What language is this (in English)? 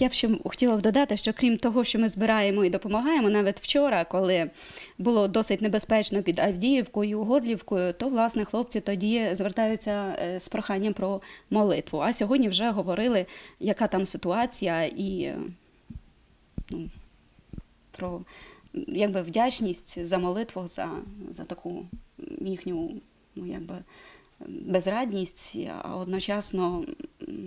Ukrainian